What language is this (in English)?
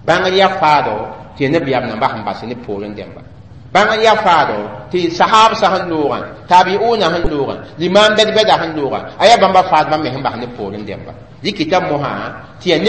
Mossi